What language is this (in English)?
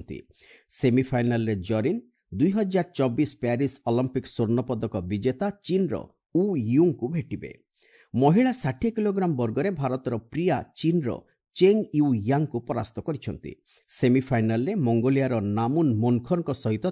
Odia